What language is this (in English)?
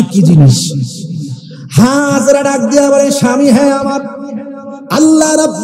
Bangla